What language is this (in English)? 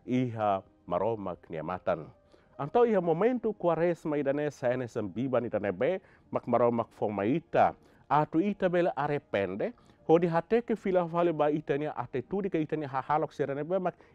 Tetum